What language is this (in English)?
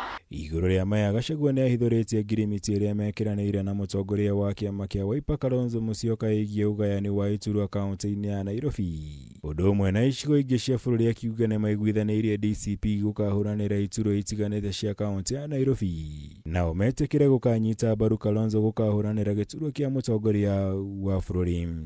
Kikuyu